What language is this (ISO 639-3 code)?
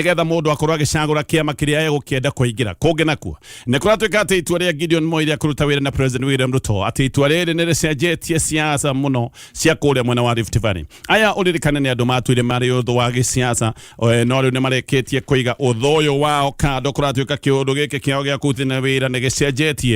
kik